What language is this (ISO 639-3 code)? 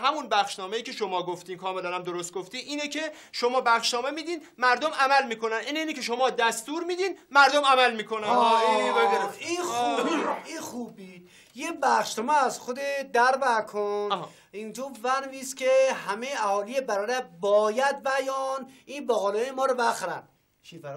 fas